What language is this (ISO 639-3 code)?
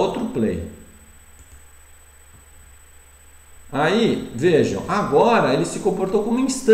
por